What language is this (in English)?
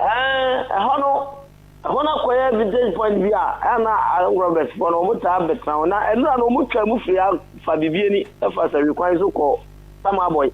Akan